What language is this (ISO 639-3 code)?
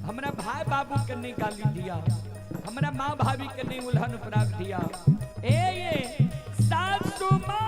mai